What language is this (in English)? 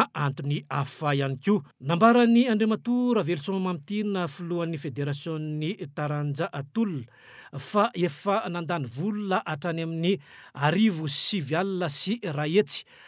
Malagasy